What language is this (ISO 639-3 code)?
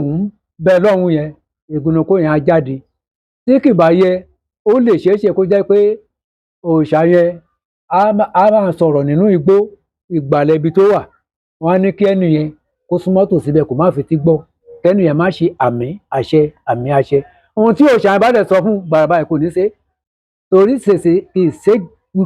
yor